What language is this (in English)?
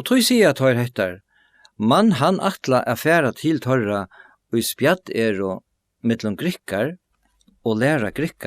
Faroese